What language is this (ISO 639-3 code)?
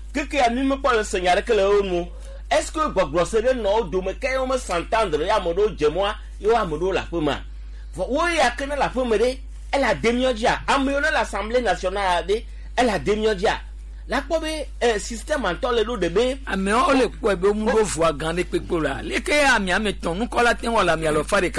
gej